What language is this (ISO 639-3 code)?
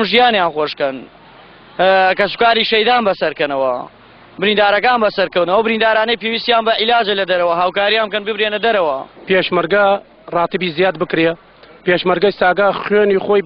ckb